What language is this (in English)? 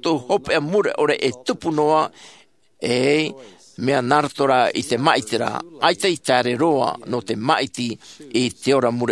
Tahitian